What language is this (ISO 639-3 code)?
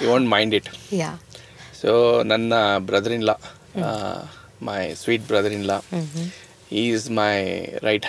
kan